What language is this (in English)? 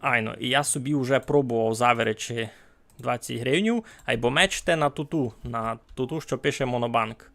Rusyn